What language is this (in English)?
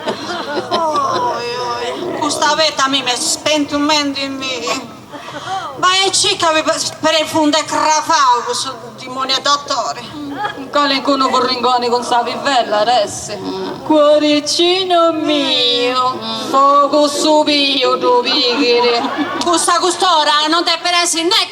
Sardinian